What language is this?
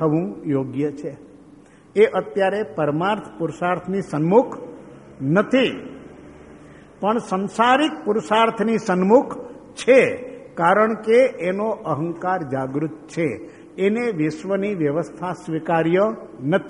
Gujarati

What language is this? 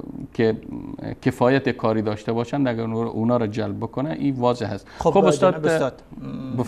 Persian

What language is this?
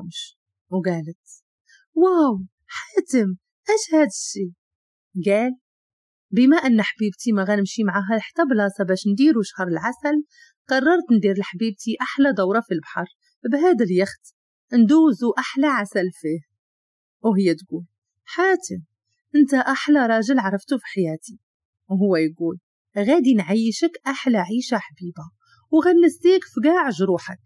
Moroccan Arabic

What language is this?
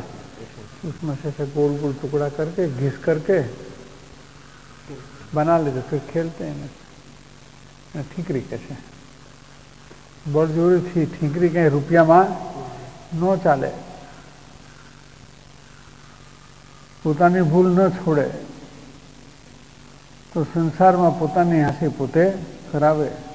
Gujarati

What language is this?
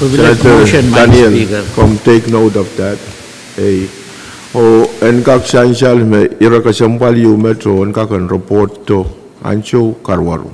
Pohnpeian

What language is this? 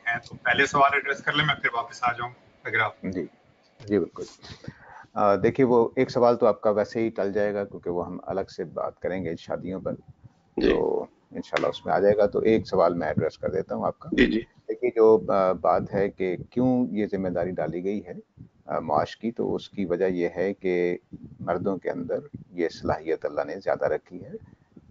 Urdu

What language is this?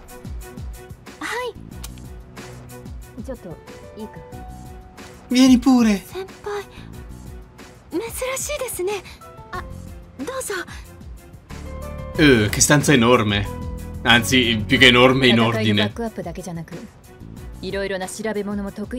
Italian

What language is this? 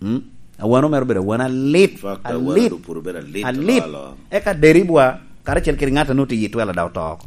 Lango (Uganda)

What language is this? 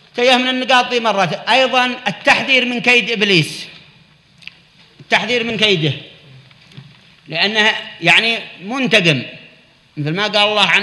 Arabic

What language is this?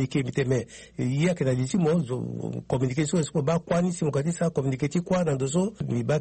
Sango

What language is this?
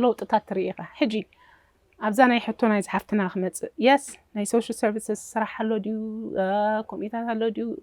Tigrinya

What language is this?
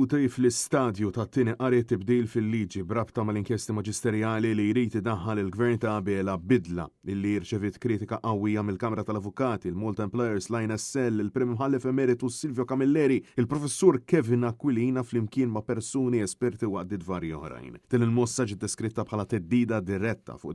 Maltese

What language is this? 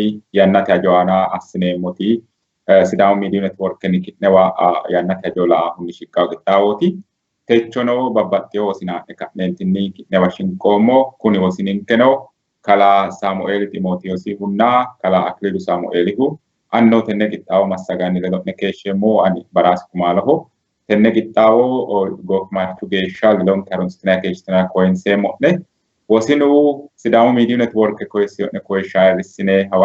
Sidamo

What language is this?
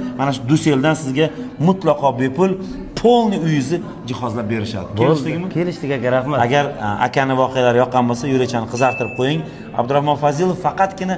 Uzbek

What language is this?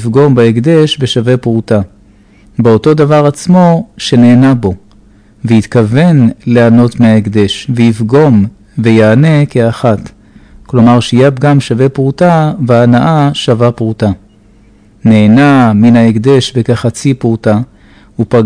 Hebrew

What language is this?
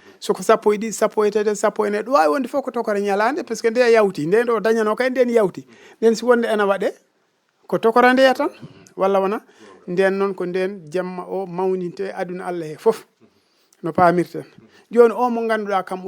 Fula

